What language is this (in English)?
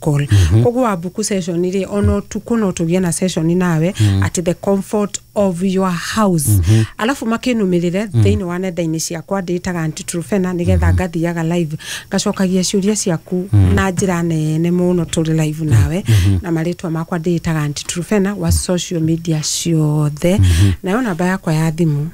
Kikuyu